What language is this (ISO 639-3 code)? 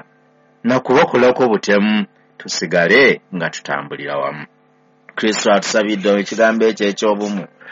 lug